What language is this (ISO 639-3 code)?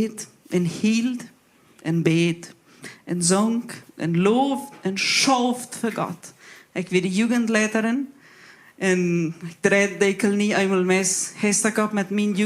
pdt